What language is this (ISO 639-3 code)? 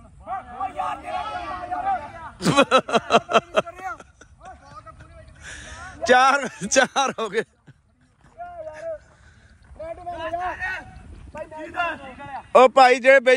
pan